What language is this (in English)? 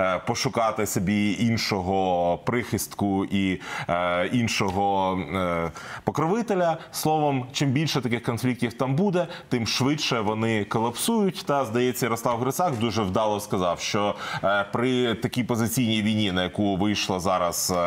Ukrainian